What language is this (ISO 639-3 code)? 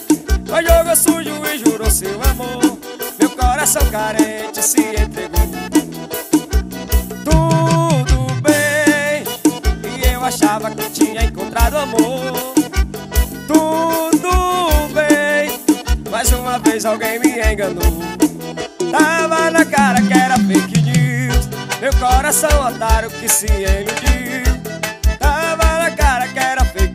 por